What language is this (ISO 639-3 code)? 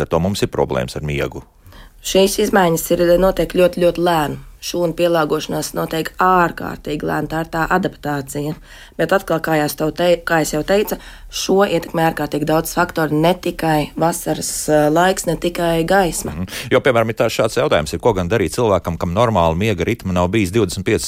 lav